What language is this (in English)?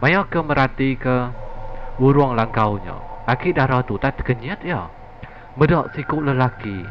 Iban